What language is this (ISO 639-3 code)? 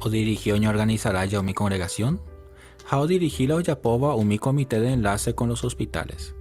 grn